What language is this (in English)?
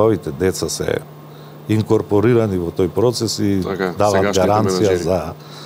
Macedonian